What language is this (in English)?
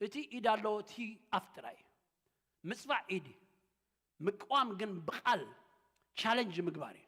Tigrinya